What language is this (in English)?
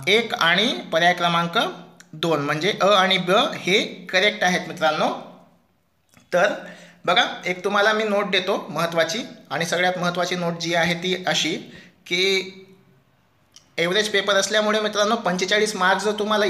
Marathi